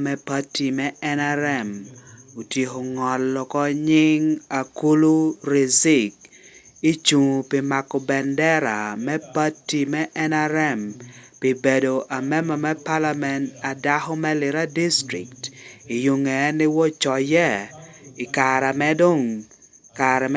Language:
Lango (Uganda)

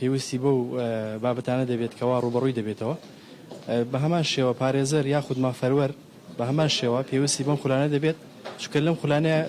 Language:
Central Kurdish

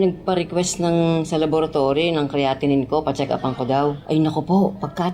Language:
Bikol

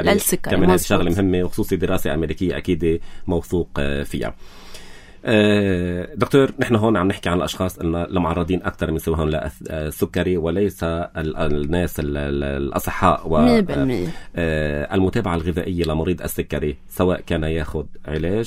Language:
North Levantine Arabic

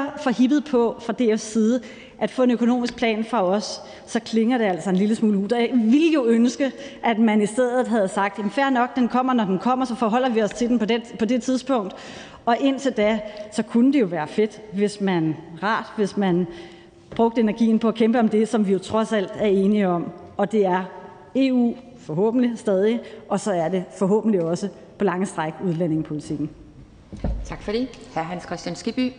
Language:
Danish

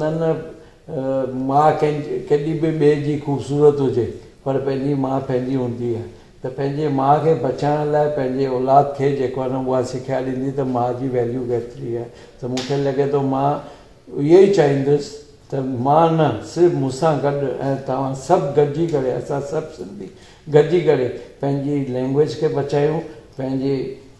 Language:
Sindhi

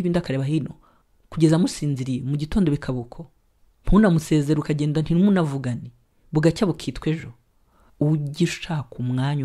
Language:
Kinyarwanda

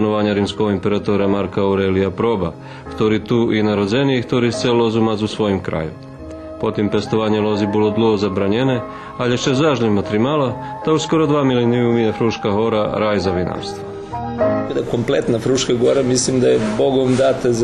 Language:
Rusyn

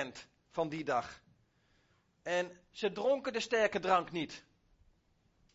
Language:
Dutch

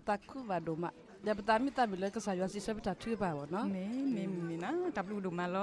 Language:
S'gaw Karen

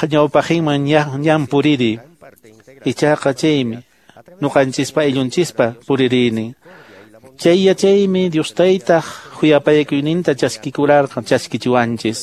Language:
Quechua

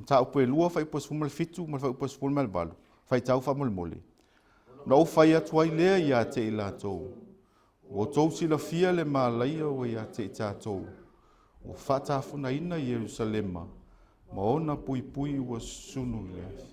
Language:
Samoan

